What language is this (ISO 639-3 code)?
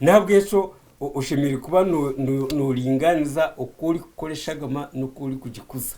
nyn